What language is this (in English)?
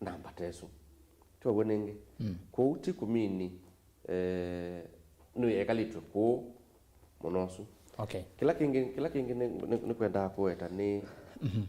Kamba